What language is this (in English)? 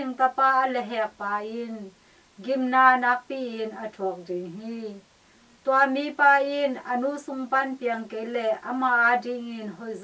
Tedim Chin